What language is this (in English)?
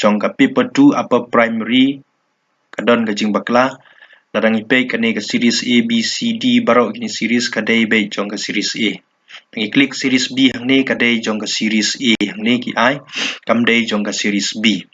Khasi